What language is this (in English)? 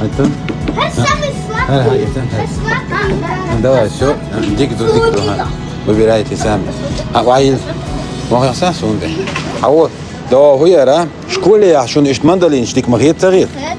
Chechen